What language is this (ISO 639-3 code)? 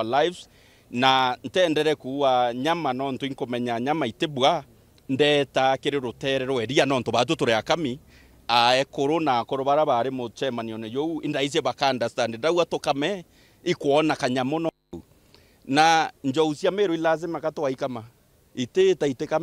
mer